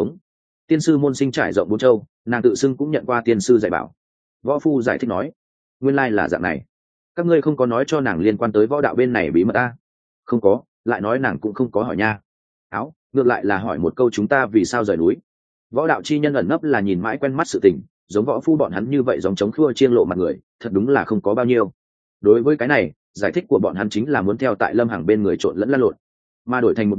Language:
Vietnamese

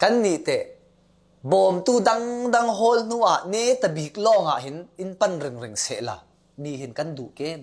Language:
Falam Chin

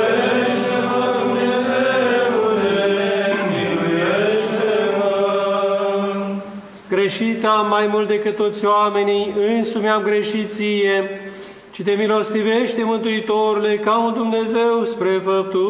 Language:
Romanian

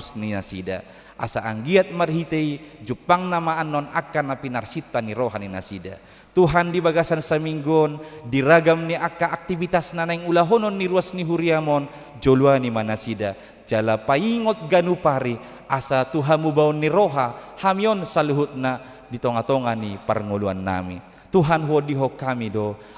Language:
Batak Toba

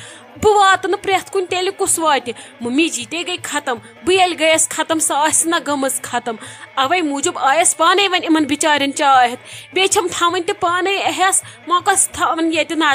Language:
Kashmiri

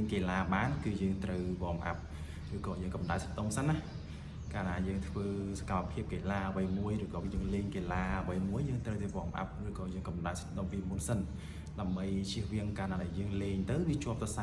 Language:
Khmer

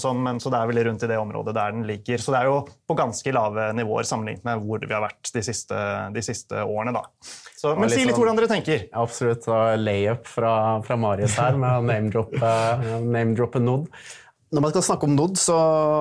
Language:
Norwegian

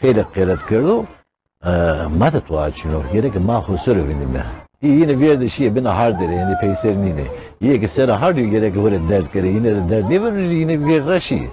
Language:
Zaza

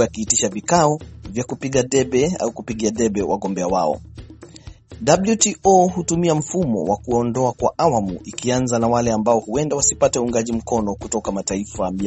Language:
Swahili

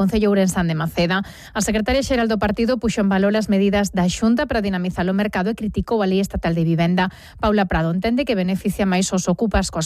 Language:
Galician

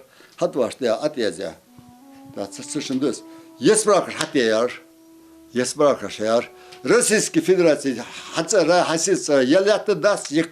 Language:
Ingush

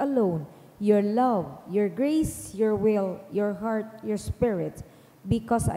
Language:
Bikol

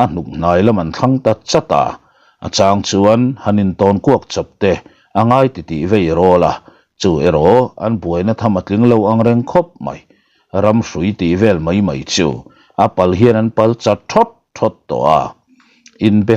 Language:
Mizo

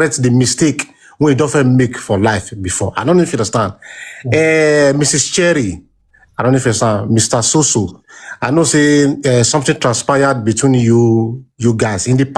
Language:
Nigerian Pidgin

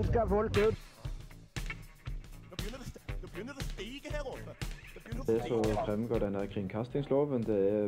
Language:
Norwegian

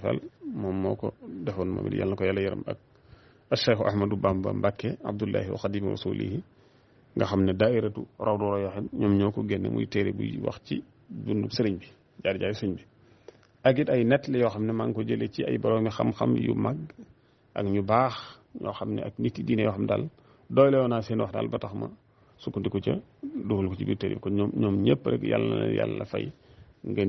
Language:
Wolof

